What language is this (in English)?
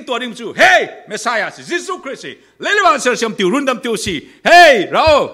Falam Chin